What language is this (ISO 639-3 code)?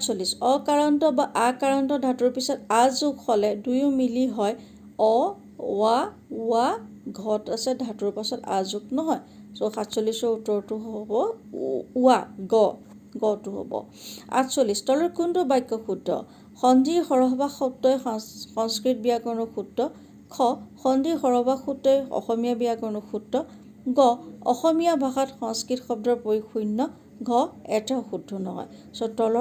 asm